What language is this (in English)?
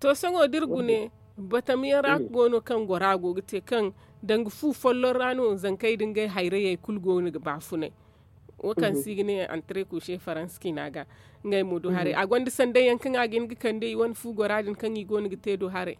Zarma